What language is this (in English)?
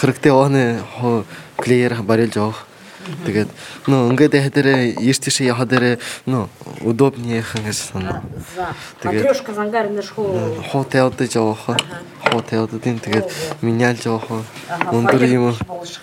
Buriat